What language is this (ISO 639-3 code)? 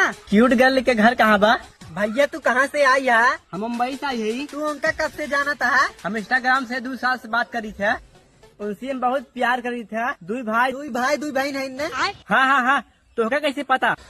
hne